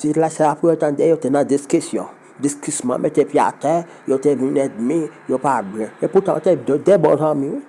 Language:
Haitian Creole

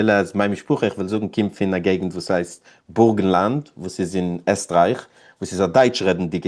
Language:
Yiddish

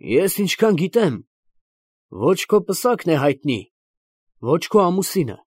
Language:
Armenian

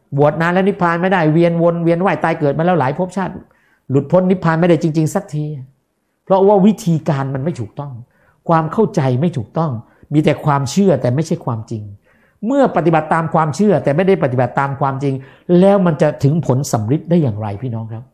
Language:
Thai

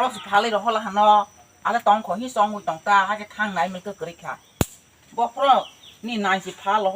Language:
Kok Borok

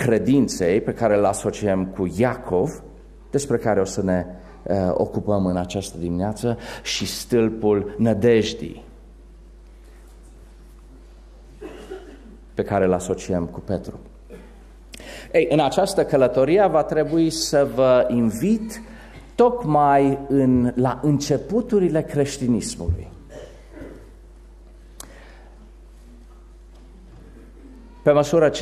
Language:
Romanian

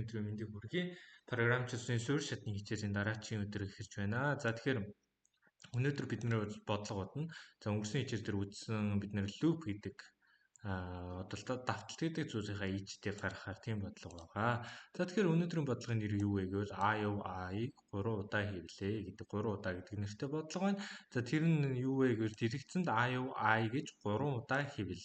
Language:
Mongolian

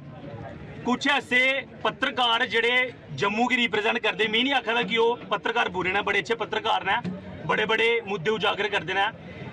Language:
Dogri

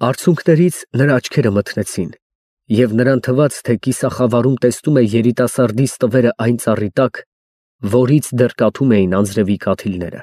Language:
Armenian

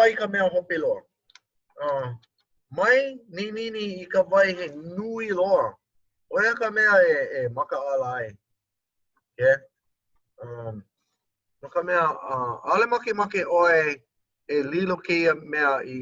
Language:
Hawaiian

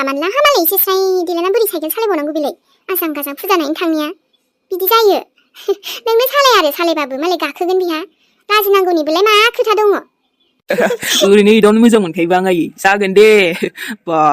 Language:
Bodo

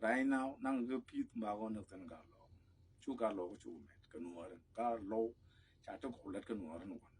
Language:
Nuer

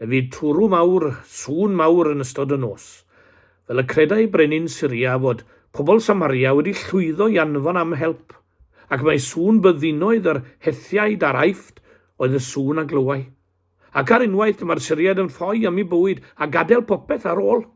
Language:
Welsh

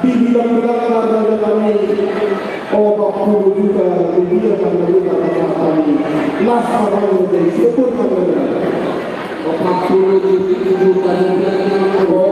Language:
Batak Toba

